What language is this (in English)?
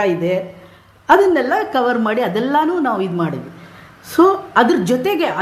Kannada